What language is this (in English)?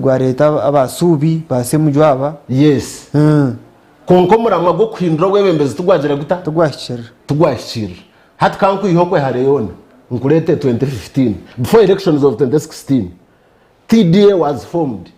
Nyankole